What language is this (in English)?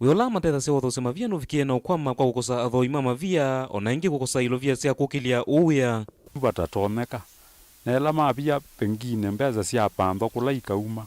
Kamba